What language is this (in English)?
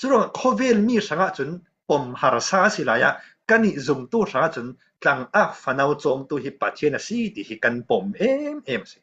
Falam Chin